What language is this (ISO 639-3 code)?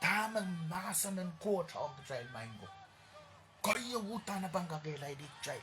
pon